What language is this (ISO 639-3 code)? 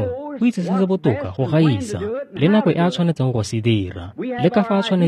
tsn